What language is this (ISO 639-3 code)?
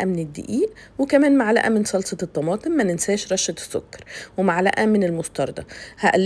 arz